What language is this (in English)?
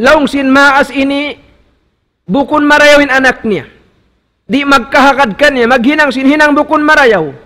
Tausug